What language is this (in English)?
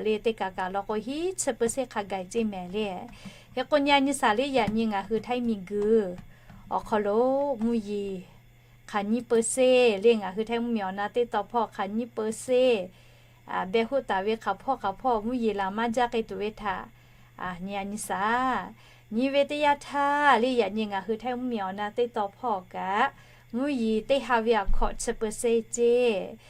Lahu